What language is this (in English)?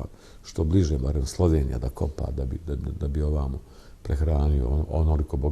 Bosnian